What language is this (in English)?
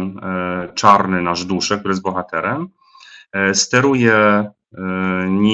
Polish